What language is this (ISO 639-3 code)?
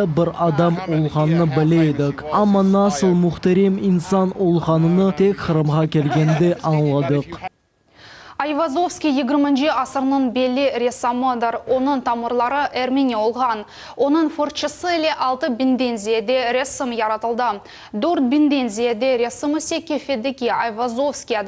crh